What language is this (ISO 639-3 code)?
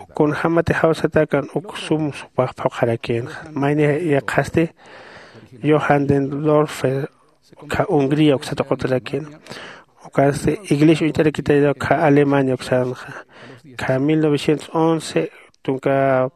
aym